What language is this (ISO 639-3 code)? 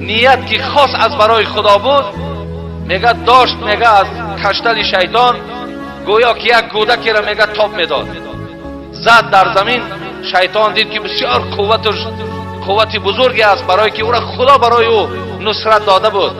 tgk